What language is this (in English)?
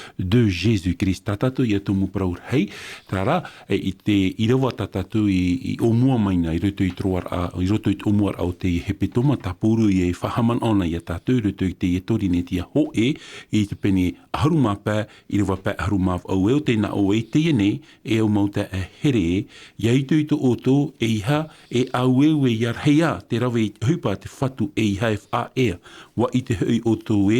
Tahitian